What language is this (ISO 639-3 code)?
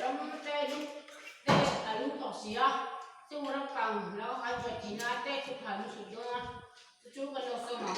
lus